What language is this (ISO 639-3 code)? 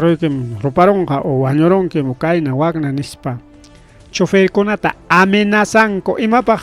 quy